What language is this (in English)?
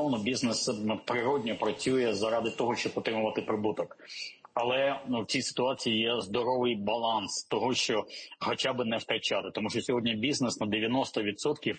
Ukrainian